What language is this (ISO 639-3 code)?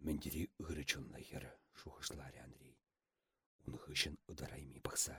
chv